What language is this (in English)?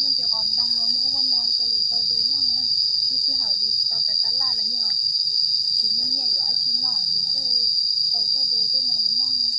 Hmong